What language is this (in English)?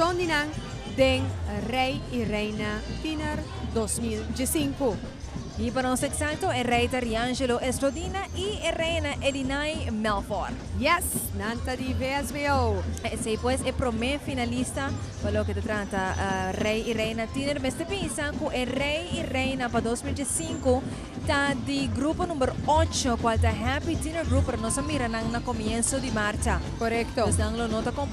Papiamento